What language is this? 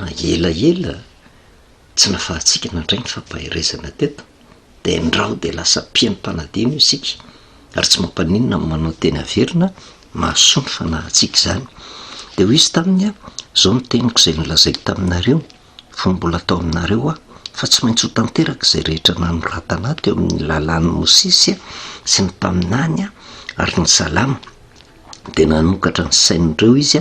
Malagasy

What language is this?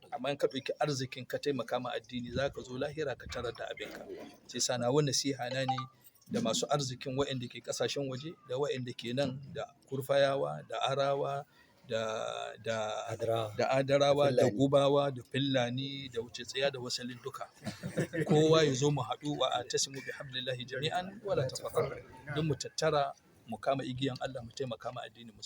Hausa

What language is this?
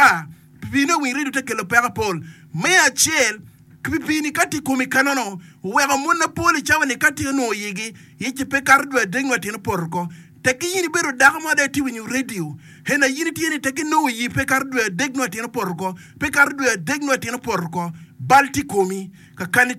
Acoli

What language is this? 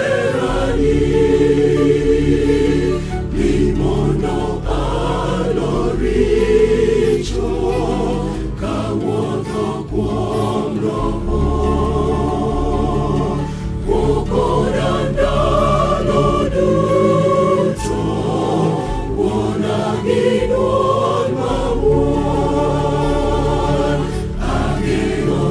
Luo (Kenya and Tanzania)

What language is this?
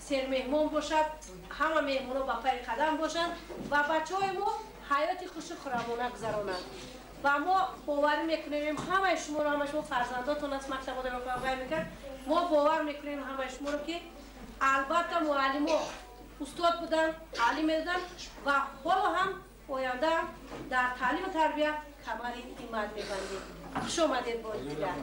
Tajik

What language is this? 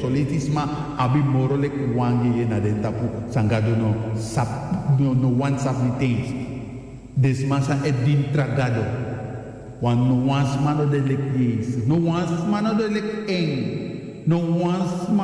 Sranan Tongo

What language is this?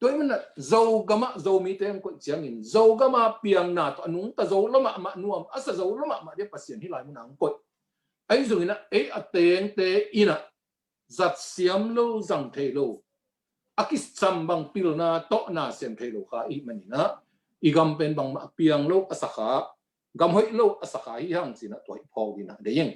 Tedim Chin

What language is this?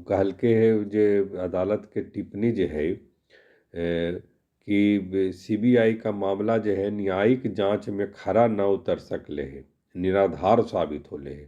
Magahi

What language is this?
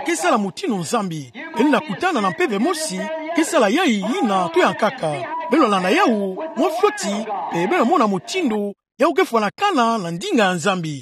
Kituba (Democratic Republic of Congo)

